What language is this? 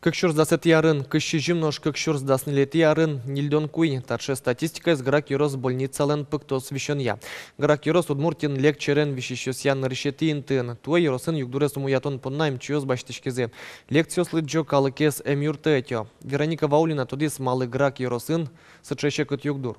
Udmurt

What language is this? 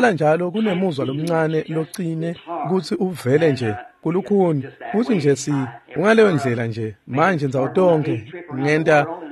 Swati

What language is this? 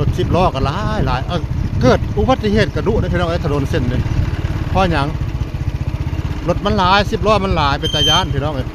Northeastern Thai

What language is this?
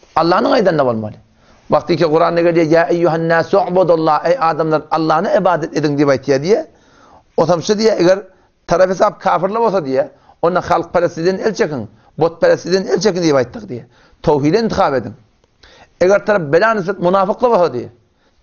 Turkmen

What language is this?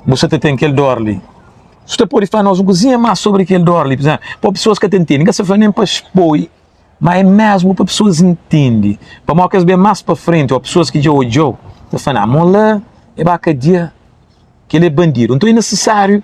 Kabuverdianu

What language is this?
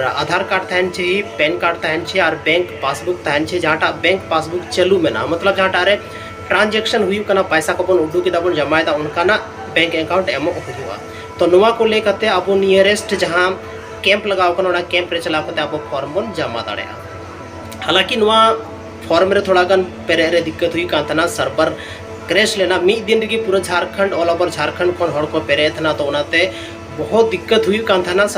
Santali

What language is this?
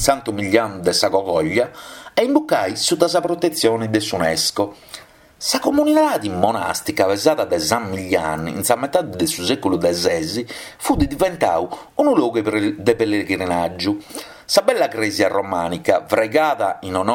Sardinian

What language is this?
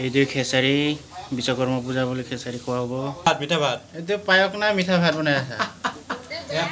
Assamese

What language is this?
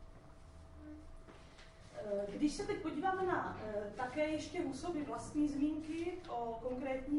Czech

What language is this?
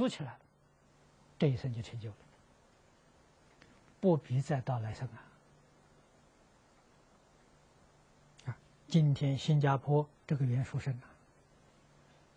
Chinese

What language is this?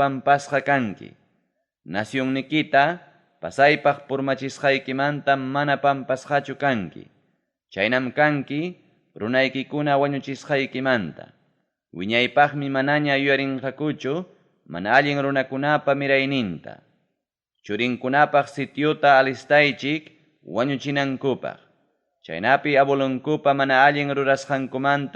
Ayacucho Quechua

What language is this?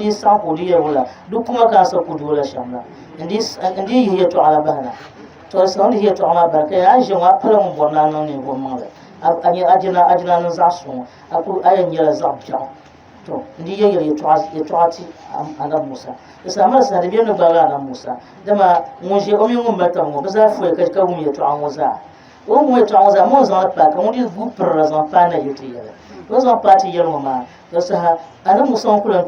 Dagbani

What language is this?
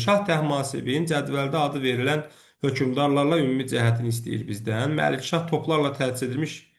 Azerbaijani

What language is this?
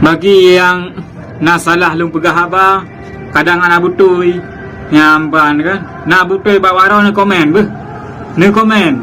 Achinese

